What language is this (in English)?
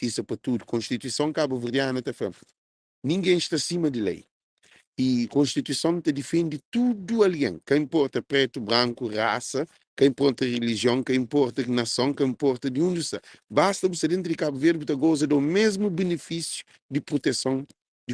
Kabuverdianu